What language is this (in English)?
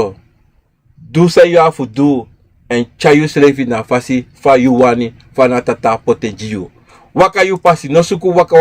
Sranan Tongo